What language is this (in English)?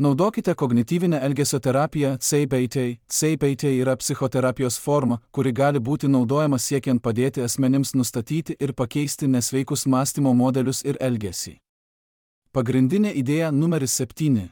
Lithuanian